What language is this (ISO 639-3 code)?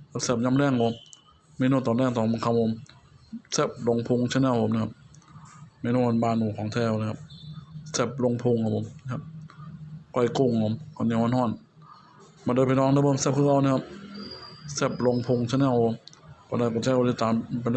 tts